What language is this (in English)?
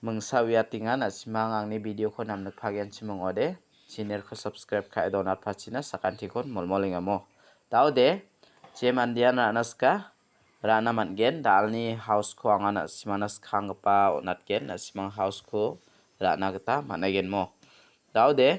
Garo